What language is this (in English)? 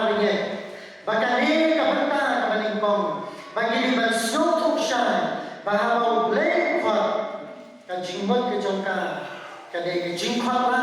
Khasi